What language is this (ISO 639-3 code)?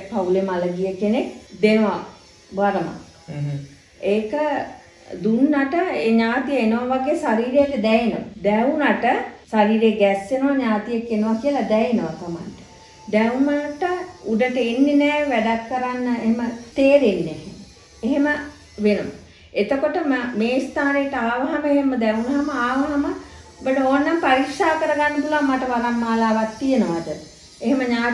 sin